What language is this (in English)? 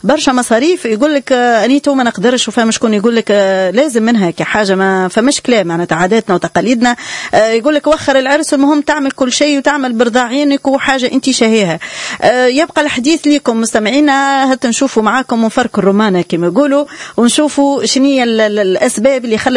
Tunisian Arabic